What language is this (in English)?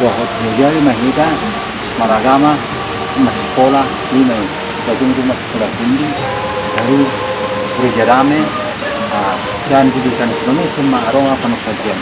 Batak Toba